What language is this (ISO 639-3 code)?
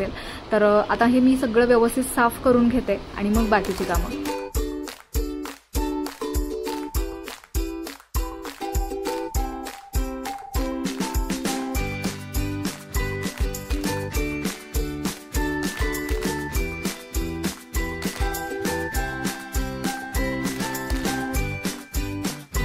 mar